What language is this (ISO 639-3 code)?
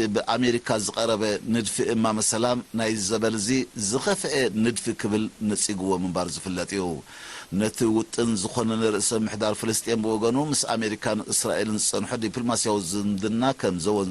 tir